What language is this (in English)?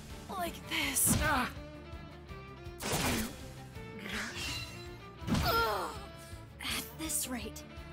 French